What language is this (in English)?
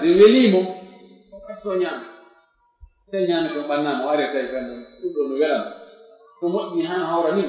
Fula